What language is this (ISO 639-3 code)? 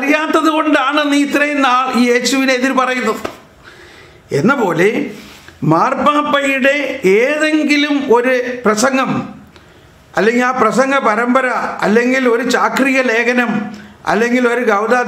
mal